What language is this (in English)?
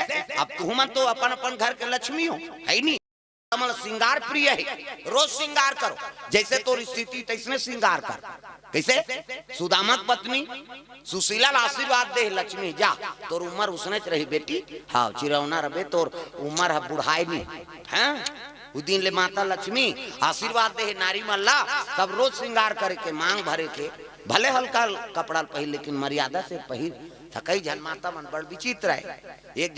Chhattisgarhi